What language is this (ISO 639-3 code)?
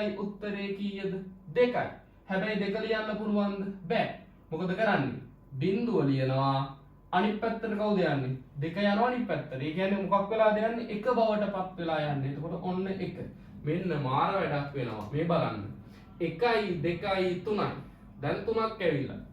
sin